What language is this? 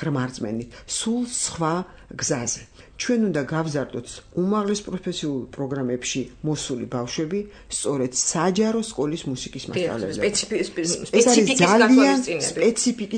Georgian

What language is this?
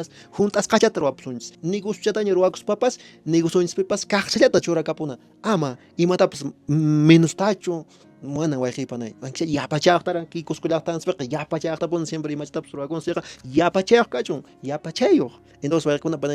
Quechua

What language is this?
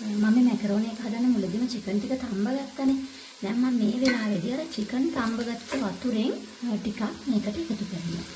Sinhala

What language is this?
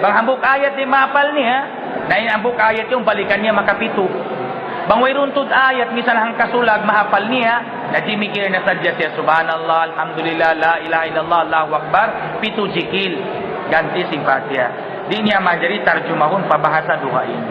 Tausug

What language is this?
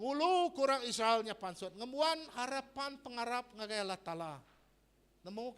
Iban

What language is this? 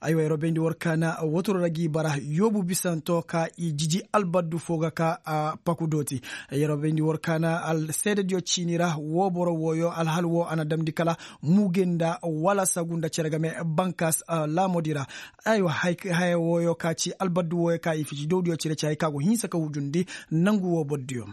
Koyraboro Senni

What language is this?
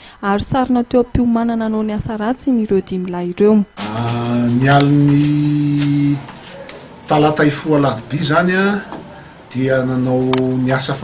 Malagasy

